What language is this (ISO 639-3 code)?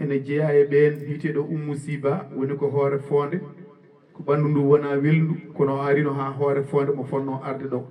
ful